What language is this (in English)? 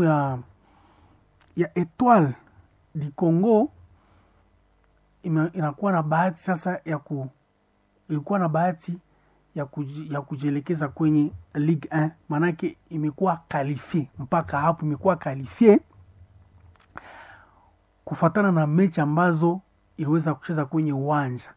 Swahili